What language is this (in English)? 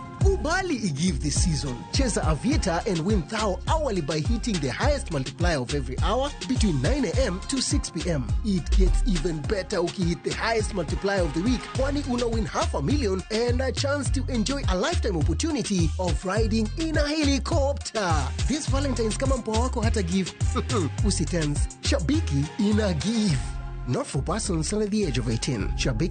Luo (Kenya and Tanzania)